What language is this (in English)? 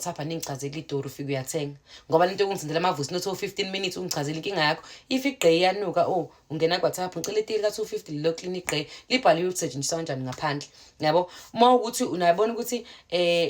Zulu